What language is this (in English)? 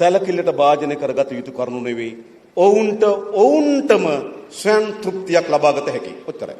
Sinhala